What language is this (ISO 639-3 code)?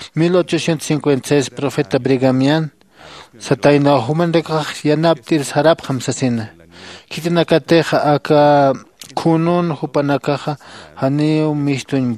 aym